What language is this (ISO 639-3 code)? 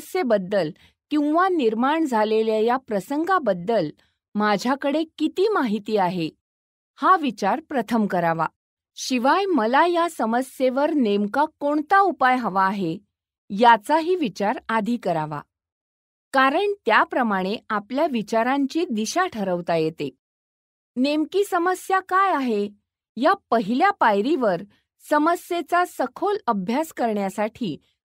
mar